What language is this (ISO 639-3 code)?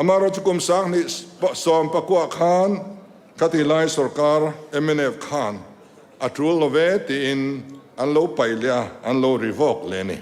lus